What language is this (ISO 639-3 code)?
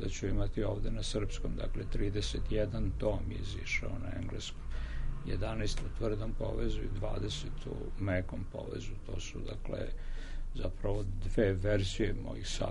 srp